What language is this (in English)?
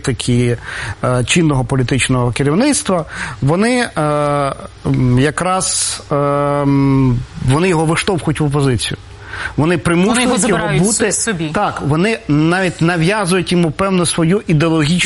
Ukrainian